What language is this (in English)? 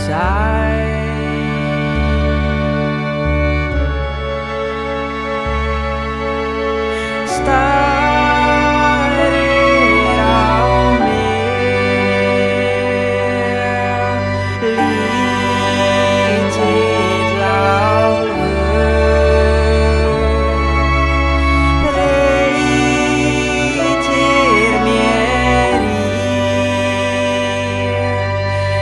Icelandic